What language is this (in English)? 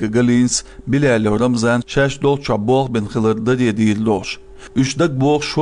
Chechen